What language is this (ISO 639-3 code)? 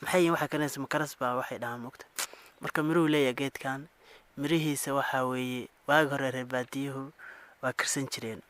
som